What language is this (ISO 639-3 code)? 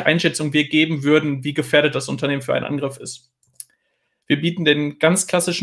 deu